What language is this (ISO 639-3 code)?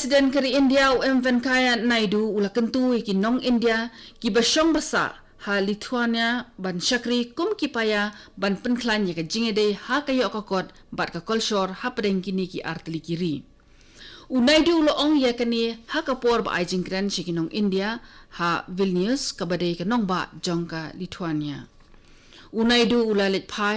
kha